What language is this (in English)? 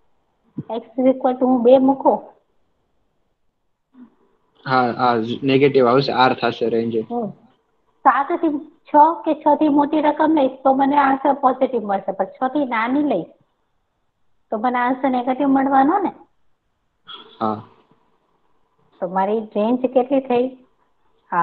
Gujarati